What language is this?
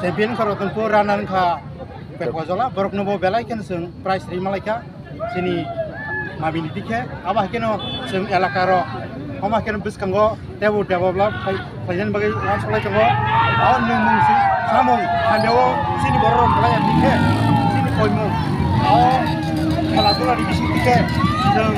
Kok Borok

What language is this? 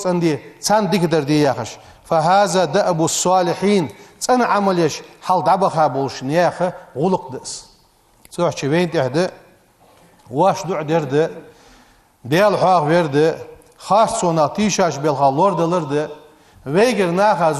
Ingush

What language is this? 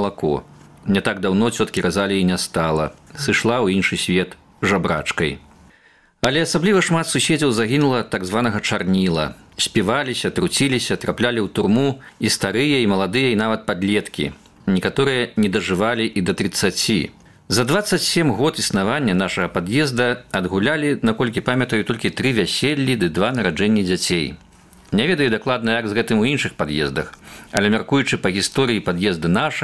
Belarusian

